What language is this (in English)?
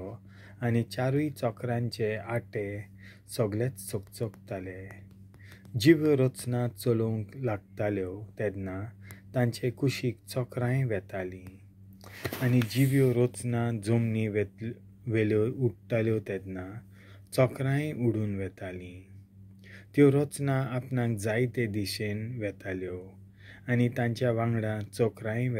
Konkani